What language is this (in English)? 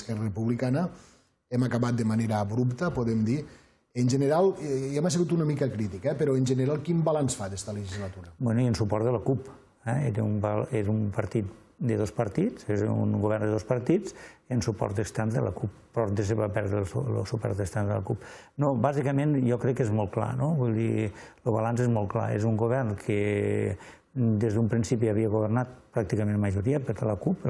Catalan